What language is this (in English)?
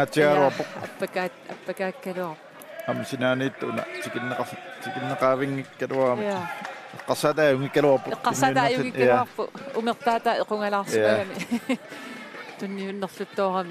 Kalaallisut